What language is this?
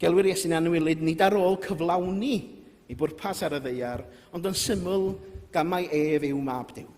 Welsh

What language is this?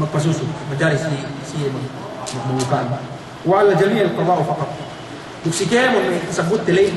Yakan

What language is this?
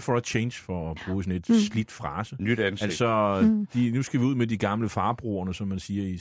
Danish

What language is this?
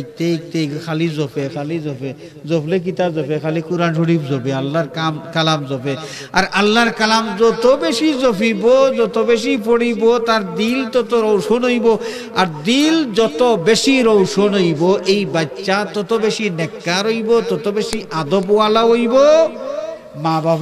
Sylheti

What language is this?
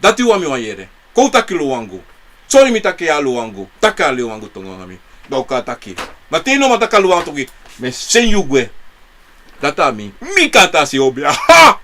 Sranan Tongo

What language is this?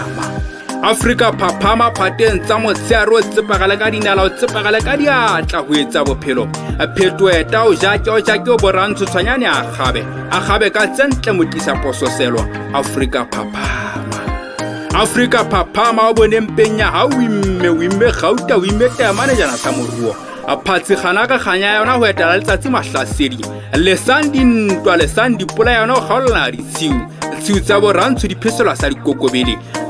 Southern Sotho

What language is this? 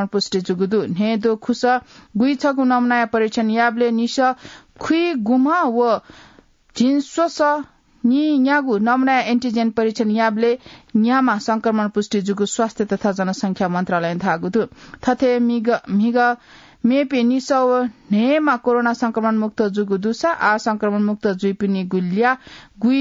Newari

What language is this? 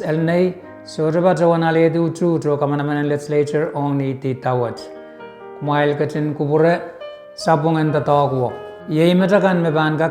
Pohnpeian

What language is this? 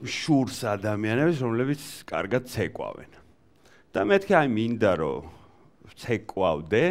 Georgian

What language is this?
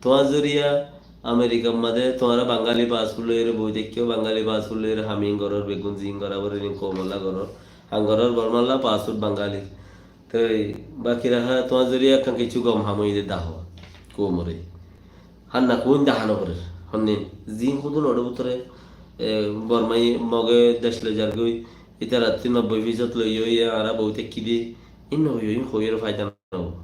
Rohingya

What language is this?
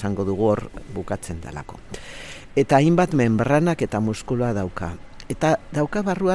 Basque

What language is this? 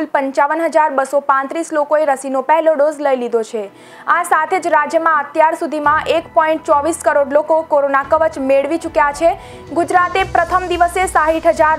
Gujarati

